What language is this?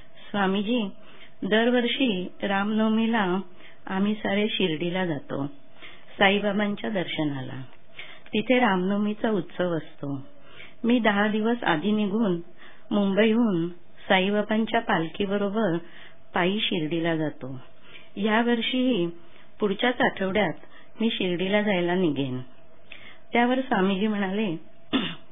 Marathi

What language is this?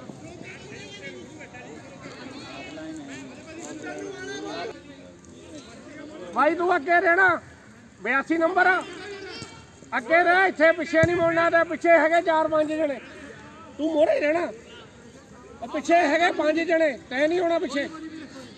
Punjabi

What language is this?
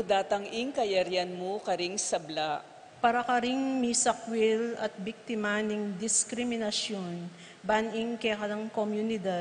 Pampanga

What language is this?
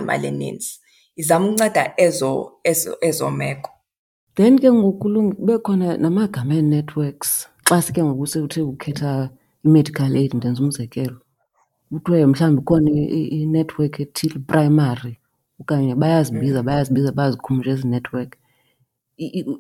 Xhosa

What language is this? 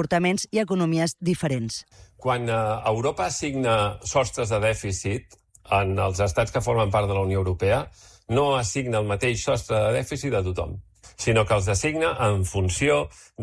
Catalan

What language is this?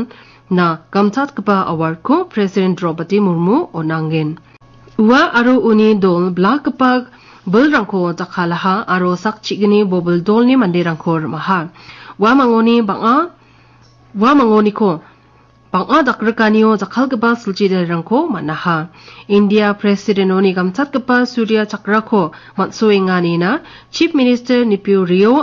Garo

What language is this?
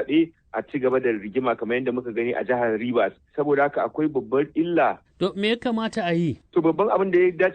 Hausa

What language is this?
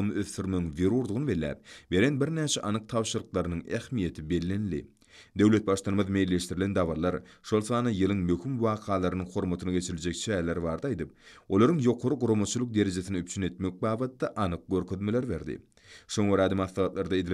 Turkmen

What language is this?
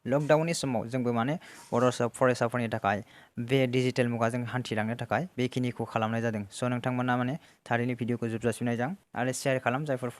Bodo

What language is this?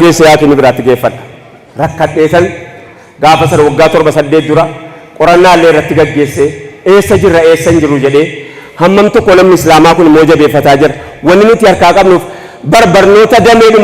Oromo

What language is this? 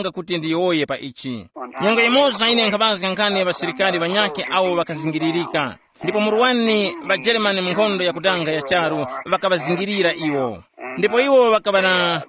Tumbuka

